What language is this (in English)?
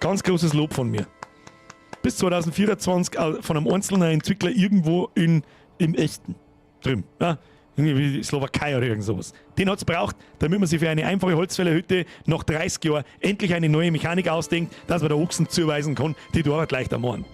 Bavarian